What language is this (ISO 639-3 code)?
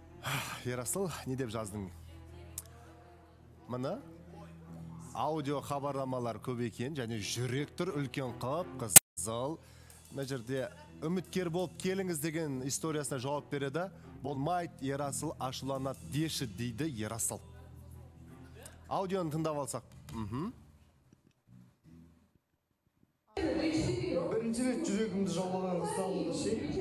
kaz